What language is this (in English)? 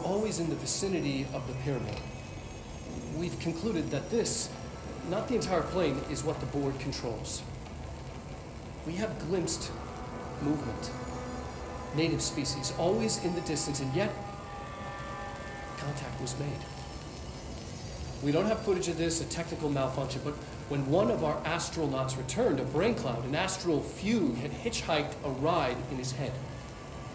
English